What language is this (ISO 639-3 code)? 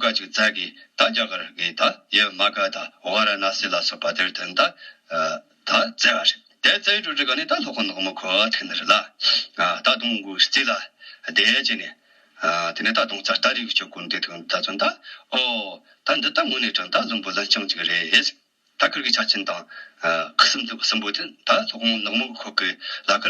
bod